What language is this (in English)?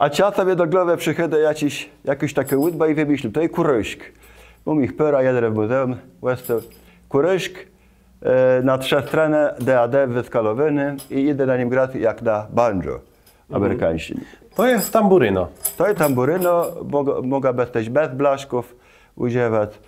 Kashubian